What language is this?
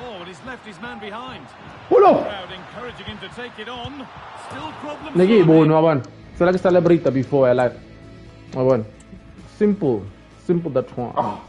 Tswana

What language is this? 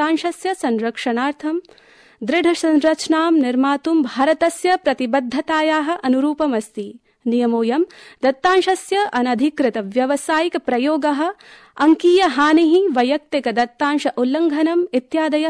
Sanskrit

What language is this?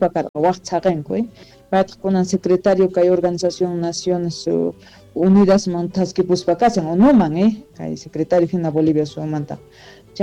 Quechua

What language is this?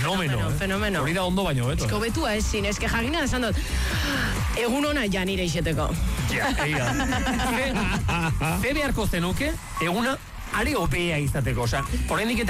Basque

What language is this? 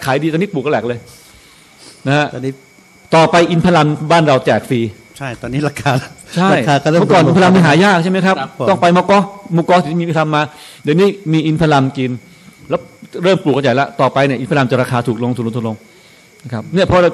Thai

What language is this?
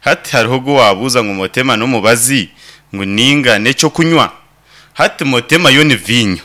Nyankole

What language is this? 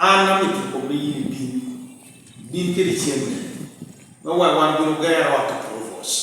Lango (Uganda)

